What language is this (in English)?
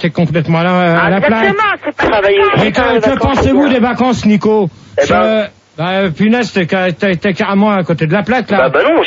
French